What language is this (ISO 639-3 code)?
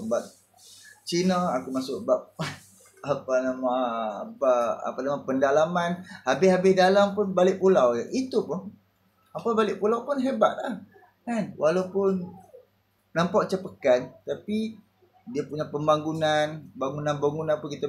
msa